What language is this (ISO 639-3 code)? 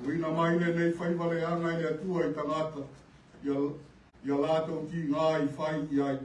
smo